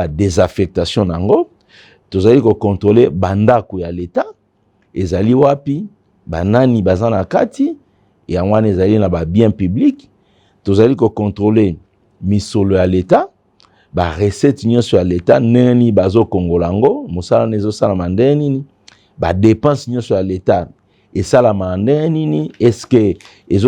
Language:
Lingala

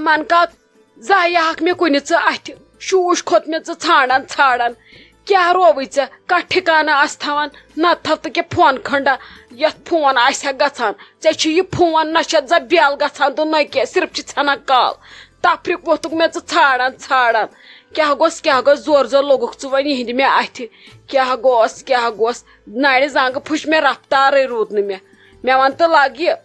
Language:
Kashmiri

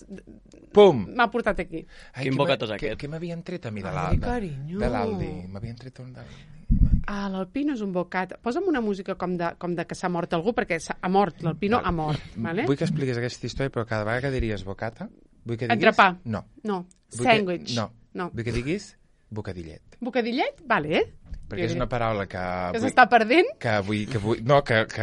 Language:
Catalan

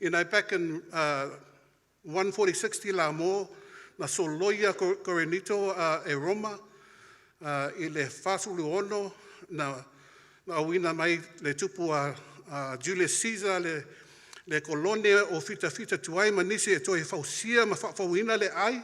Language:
Samoan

